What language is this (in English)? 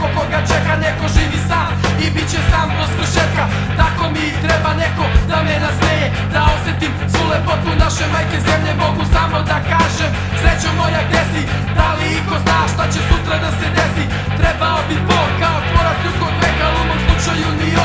Serbian